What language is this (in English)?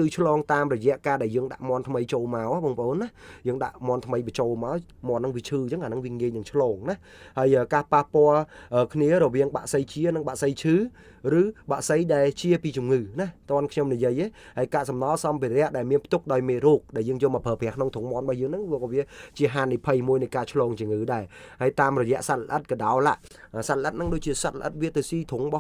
Khmer